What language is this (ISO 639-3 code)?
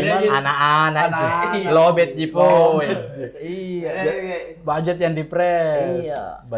mfp